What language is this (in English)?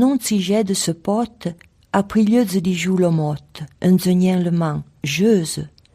Arpitan